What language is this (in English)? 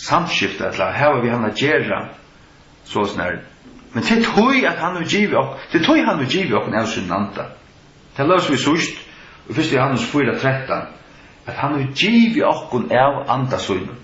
Faroese